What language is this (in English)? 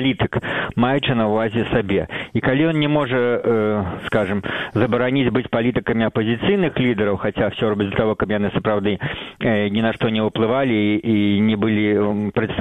Belarusian